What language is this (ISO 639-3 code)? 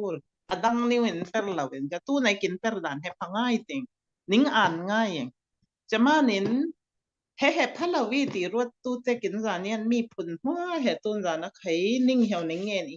cfm